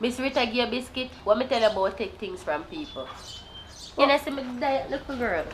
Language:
Jamaican Creole English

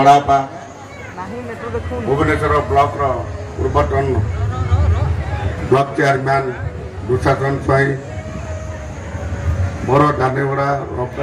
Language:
Odia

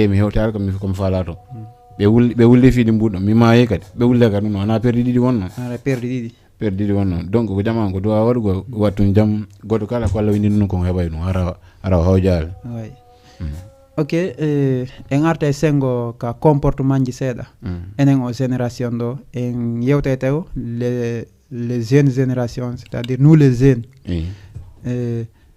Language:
Fula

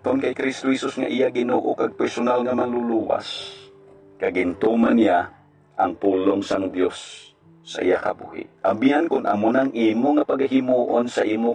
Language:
Hiligaynon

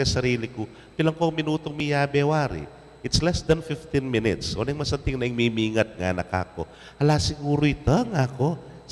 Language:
Pampanga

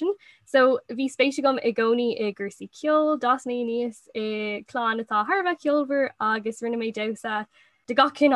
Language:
Irish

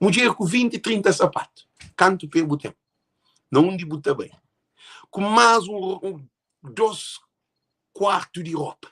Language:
Kabuverdianu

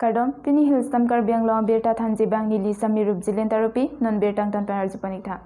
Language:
Karbi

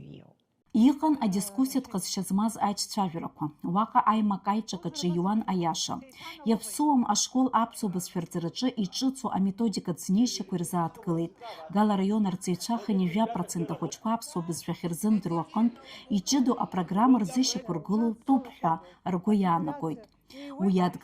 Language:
Abkhazian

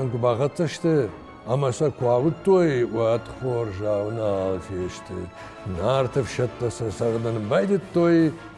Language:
Ossetic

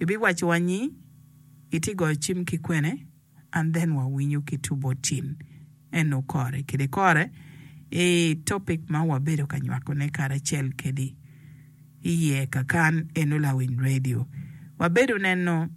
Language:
Acoli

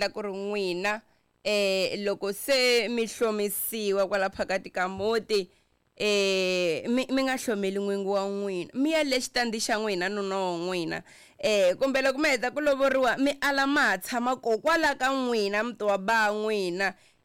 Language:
Tsonga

